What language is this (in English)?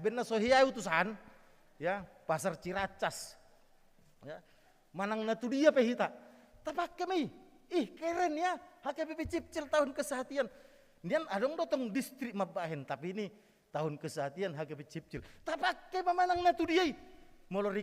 Batak Toba